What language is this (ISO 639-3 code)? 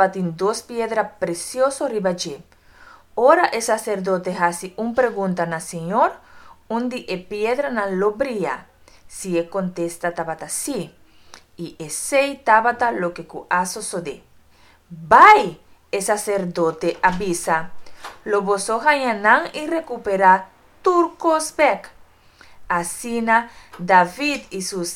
pap